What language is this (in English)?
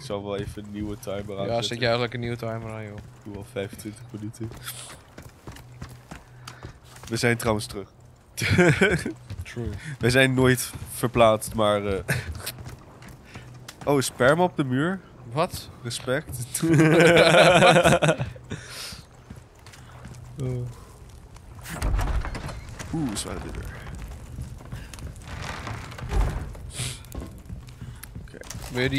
Dutch